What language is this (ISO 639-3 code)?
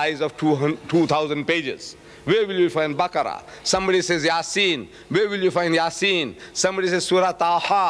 eng